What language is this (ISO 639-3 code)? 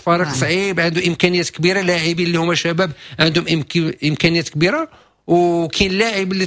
ary